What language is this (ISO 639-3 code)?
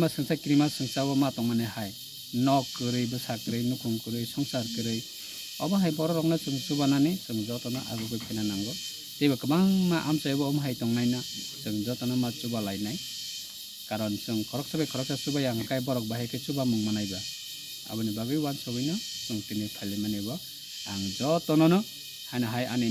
trp